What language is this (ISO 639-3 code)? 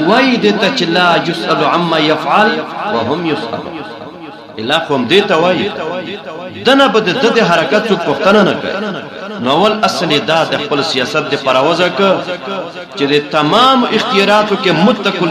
pus